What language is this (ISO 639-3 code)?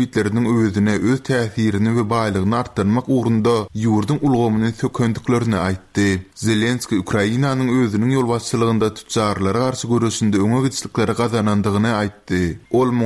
tuk